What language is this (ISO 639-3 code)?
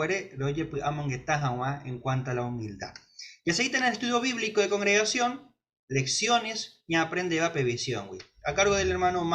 grn